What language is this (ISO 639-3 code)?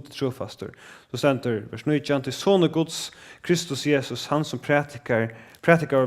fao